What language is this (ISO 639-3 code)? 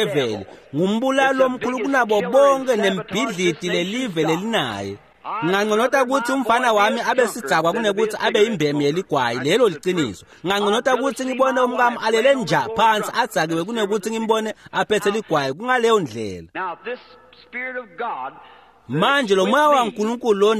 ssw